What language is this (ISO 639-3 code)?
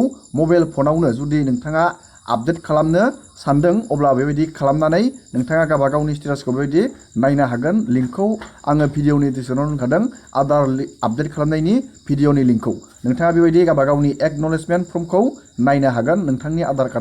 brx